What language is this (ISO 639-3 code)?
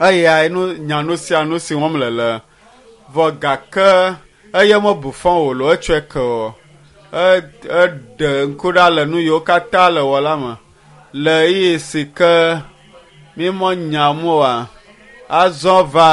ewe